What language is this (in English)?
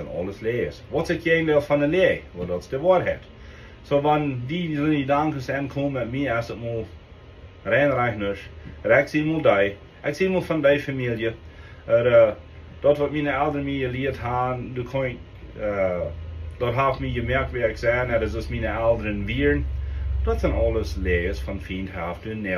Plautdietsch